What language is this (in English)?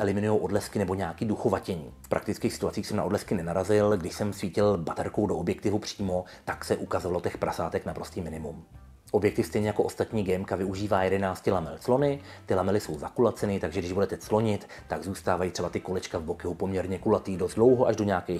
Czech